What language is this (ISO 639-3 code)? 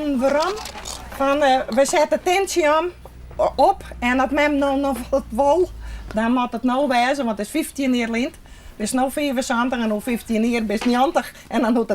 fry